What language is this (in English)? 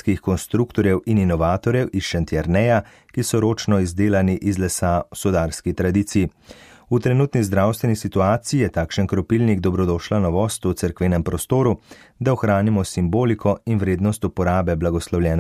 Slovenian